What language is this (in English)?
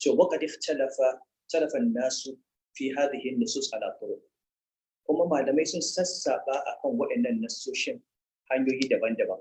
Hausa